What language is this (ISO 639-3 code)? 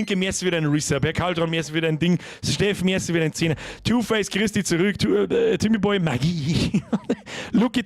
bar